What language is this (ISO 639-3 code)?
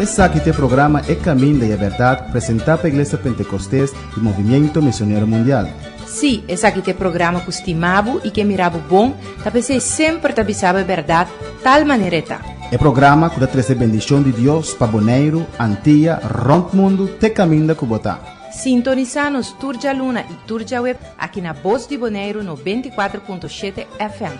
pap